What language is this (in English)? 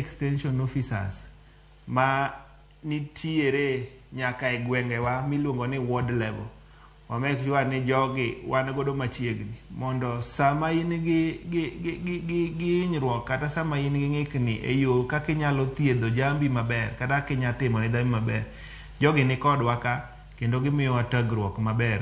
Luo (Kenya and Tanzania)